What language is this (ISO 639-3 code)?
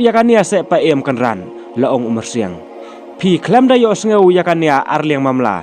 kha